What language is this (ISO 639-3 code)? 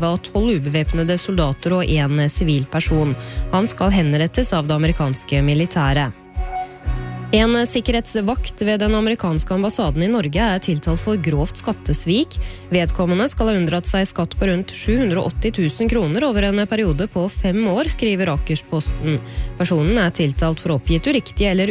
nor